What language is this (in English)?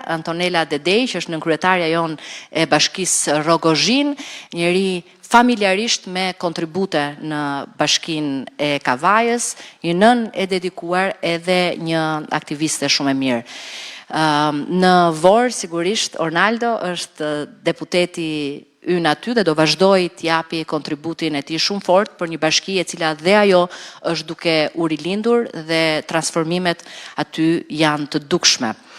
Albanian